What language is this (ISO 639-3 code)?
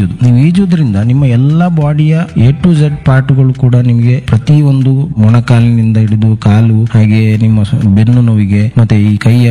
kan